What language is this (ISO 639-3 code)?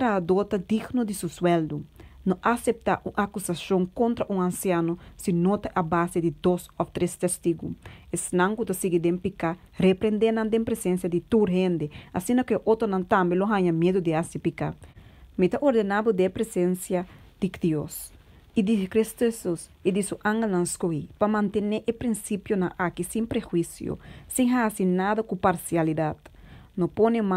pap